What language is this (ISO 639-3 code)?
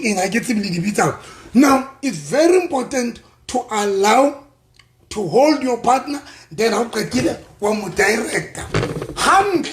sot